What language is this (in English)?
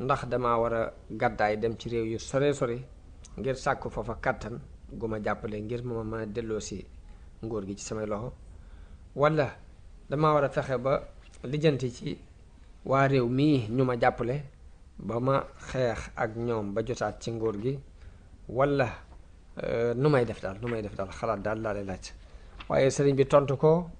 Wolof